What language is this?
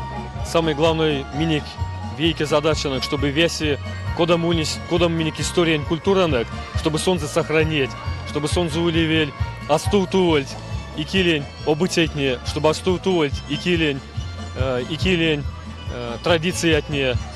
Erzya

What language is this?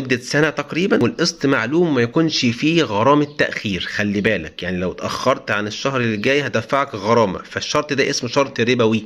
Egyptian Arabic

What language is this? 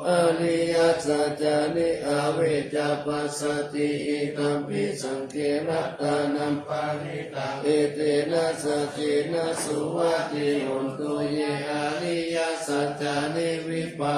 Pali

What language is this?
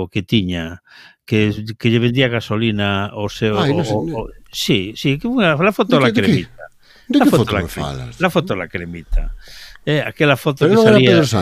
Galician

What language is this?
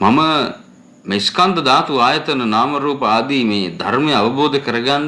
Sinhala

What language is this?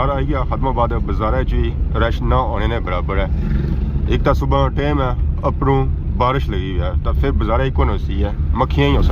Pahari-Potwari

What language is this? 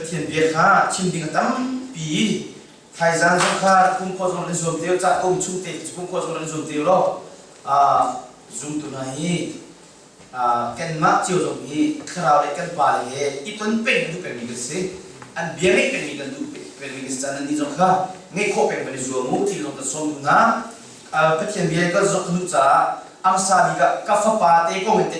Hakha Chin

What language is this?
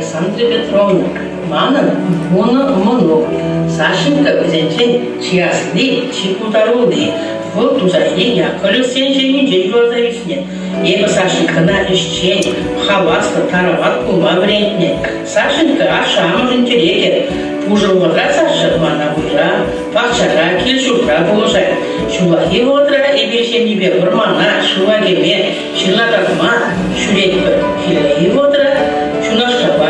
Chuvash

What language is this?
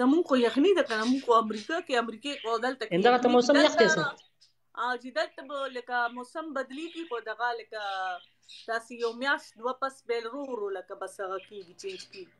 Pashto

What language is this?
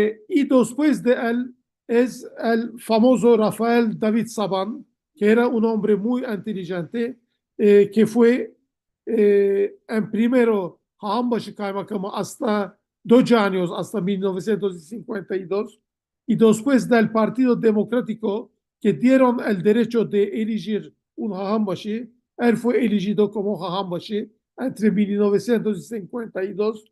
Ladino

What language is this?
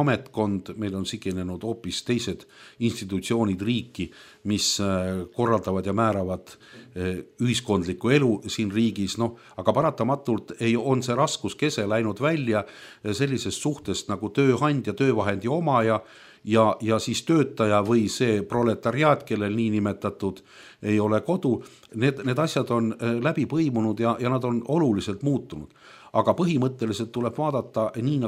Estonian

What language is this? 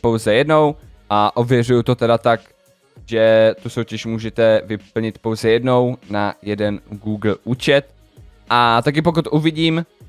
Czech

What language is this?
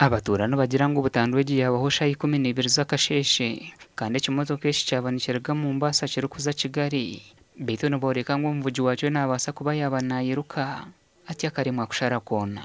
Nyankole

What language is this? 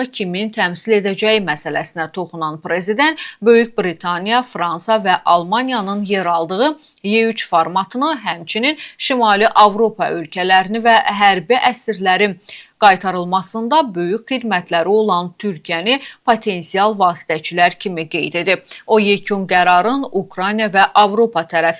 Azerbaijani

